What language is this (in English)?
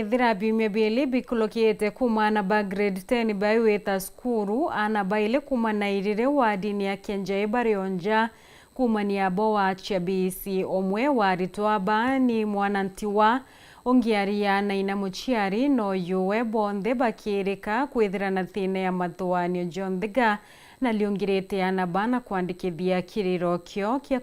Meru